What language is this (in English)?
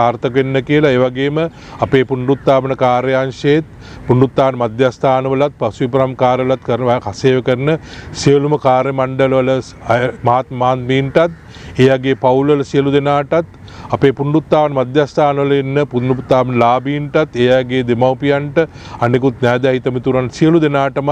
Sinhala